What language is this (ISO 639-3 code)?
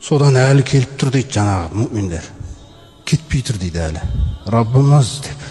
kaz